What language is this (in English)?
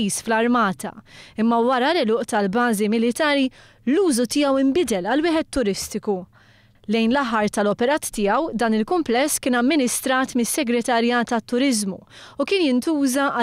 Maltese